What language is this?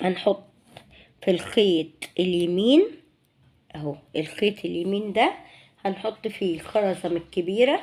Egyptian Arabic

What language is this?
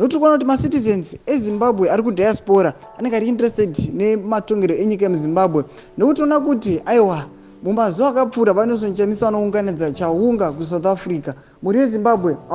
Shona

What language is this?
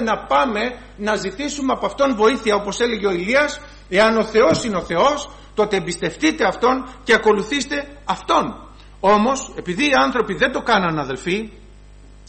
Greek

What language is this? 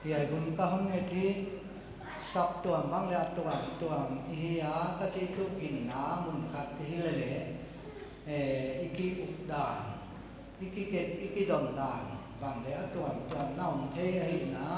Paite Chin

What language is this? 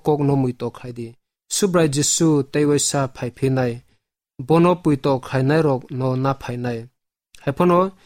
Kok Borok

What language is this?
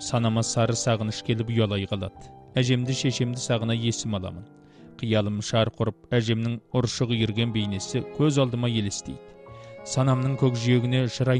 Kazakh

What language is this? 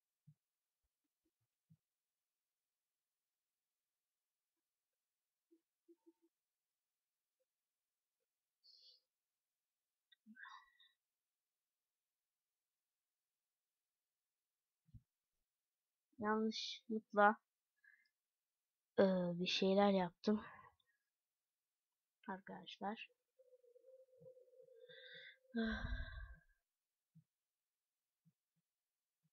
Turkish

